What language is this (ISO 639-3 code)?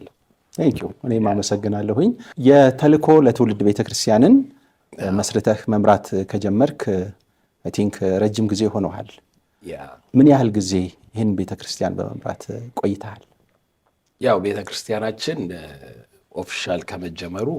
amh